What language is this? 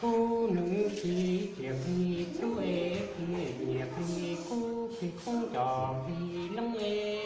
Hmong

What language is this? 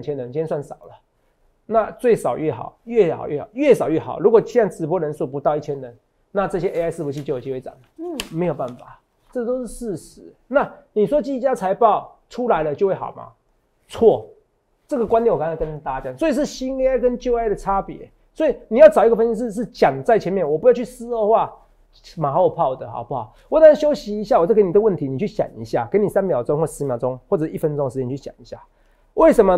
Chinese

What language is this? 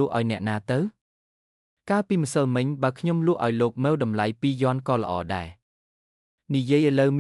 Khmer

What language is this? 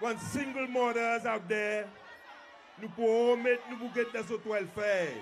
Seselwa Creole French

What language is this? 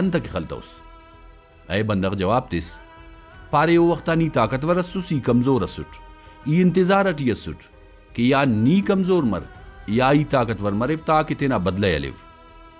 Brahui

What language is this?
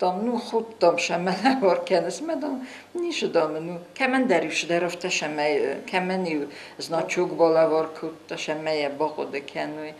Ossetic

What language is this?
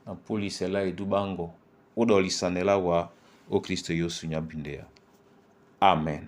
Duala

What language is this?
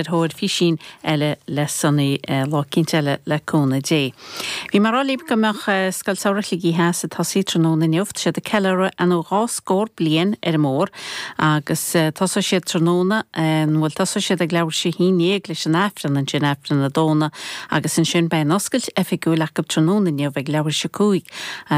Irish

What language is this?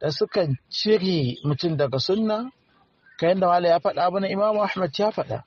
Hausa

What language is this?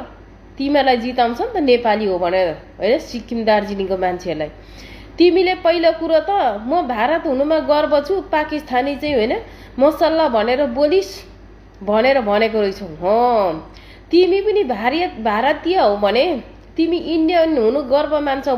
Nepali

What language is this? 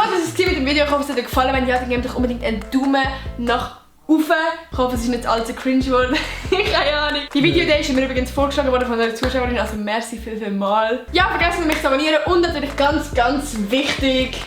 Swiss German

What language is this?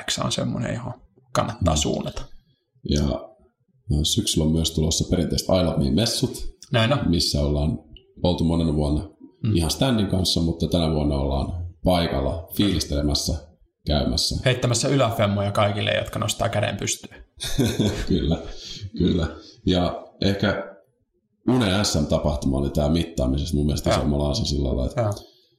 Finnish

